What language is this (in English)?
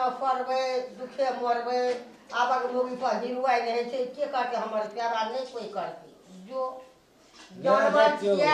Maithili